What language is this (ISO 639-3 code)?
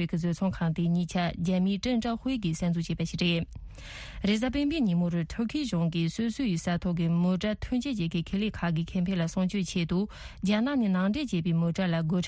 bod